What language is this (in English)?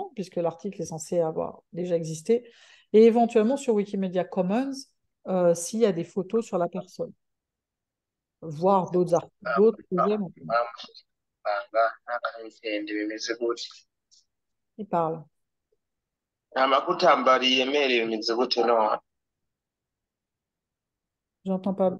French